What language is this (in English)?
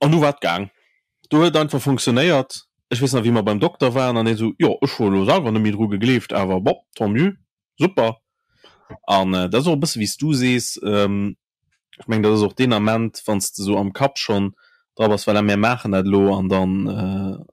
Luxembourgish